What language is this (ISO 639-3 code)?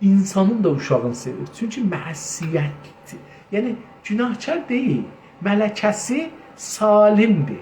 azb